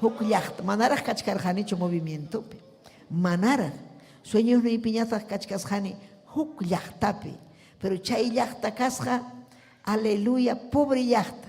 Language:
Ayacucho Quechua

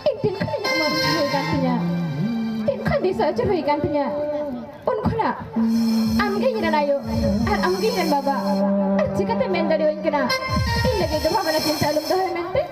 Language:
Santali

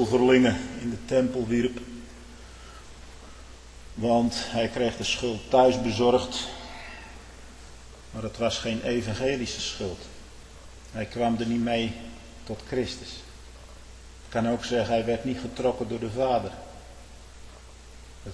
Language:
Dutch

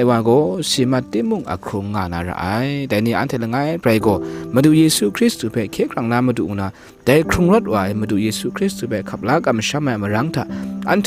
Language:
Kachin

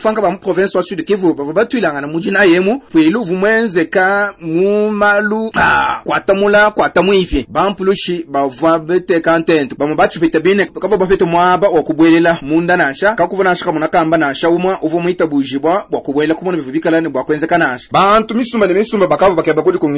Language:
Luba-Lulua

